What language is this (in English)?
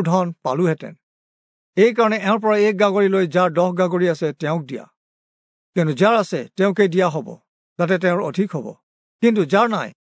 Assamese